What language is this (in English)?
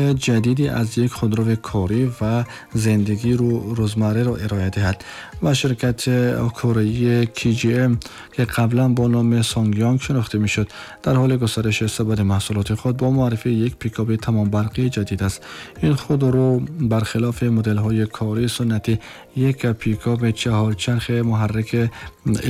Tajik